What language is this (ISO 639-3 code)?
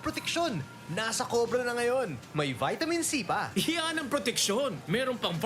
bik